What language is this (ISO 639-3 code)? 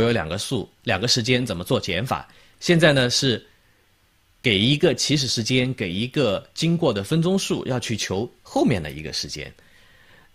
zho